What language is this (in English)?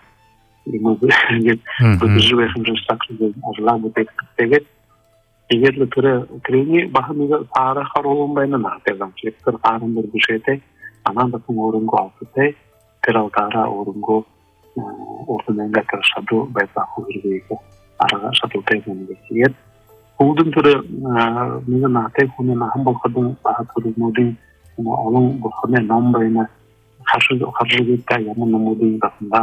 Buriat